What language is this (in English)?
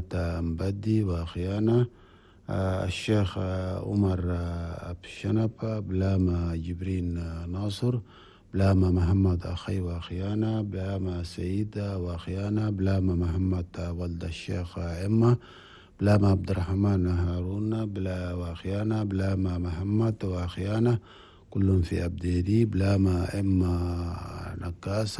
Chadian Arabic